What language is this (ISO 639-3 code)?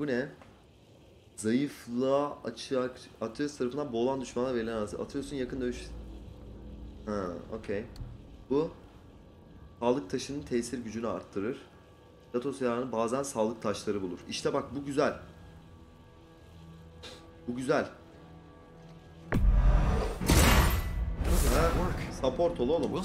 tur